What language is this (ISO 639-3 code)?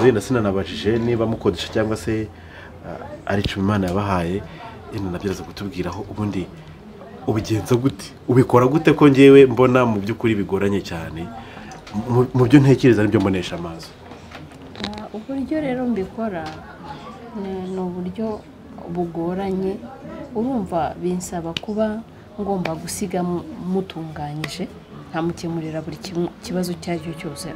kin